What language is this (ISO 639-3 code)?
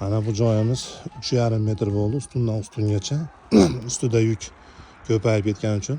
uzb